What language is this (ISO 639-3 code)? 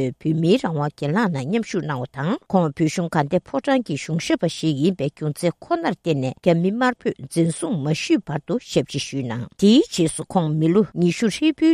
bod